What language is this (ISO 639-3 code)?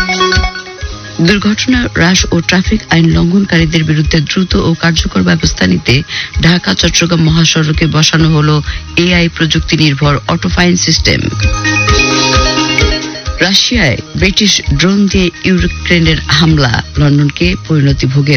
ben